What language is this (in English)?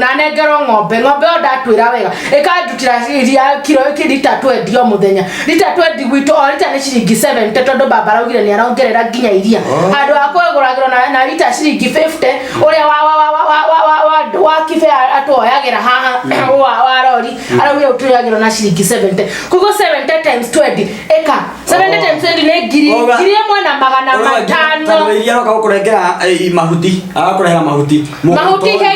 Kikuyu